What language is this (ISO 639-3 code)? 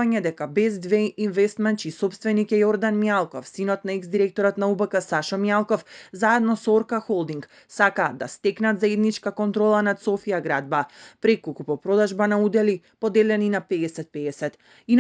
mkd